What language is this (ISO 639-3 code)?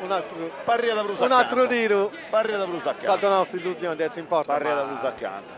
srd